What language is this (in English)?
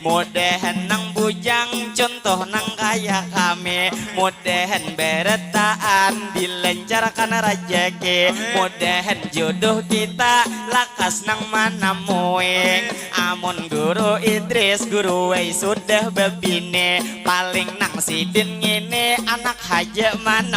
Banjar